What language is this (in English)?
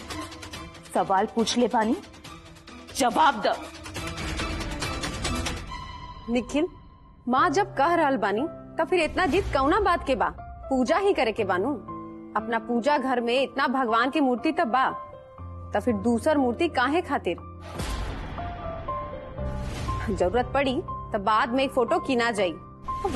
Bhojpuri